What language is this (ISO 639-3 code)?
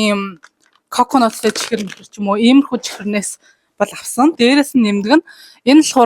mon